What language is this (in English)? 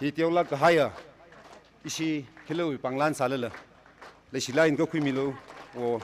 Tangkhul Naga (India)